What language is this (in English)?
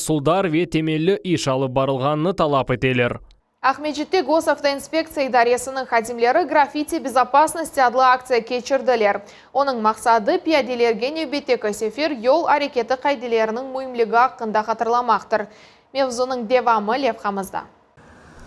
Crimean Tatar